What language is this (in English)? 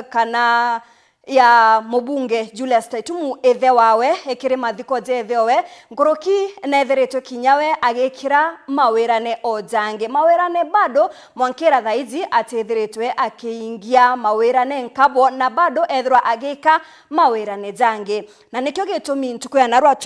Meru